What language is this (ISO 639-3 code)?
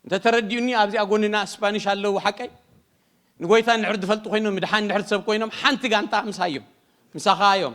tir